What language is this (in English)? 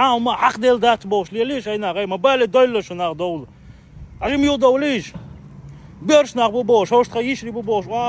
Chechen